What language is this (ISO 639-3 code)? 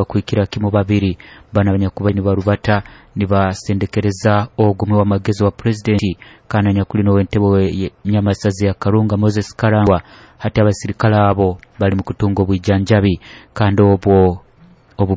nyo